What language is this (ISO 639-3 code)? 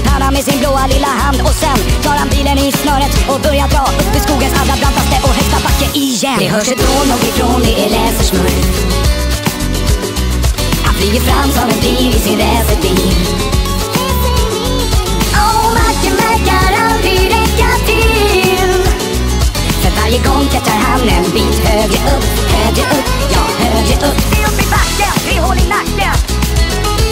swe